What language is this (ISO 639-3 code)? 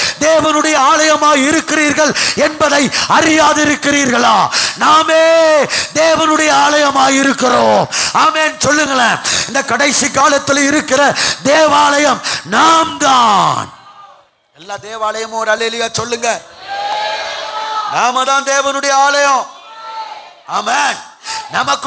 tam